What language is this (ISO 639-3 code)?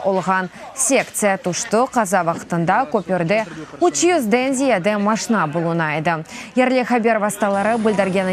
crh